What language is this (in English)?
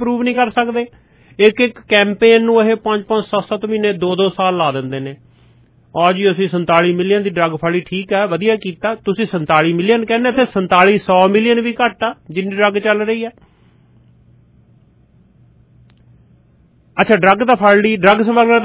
Punjabi